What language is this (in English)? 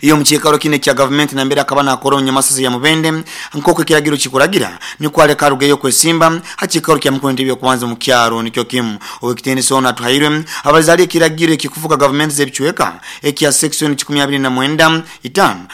Nyoro